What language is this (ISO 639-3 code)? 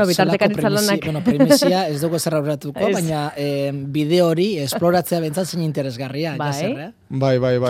eus